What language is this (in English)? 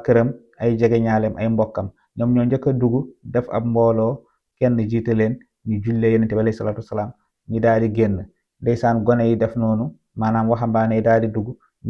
Wolof